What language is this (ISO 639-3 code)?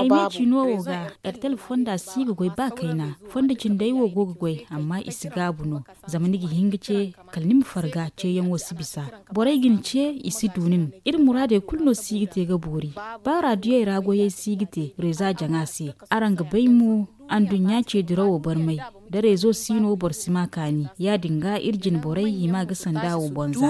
dje